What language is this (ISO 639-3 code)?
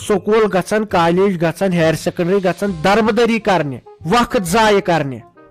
kas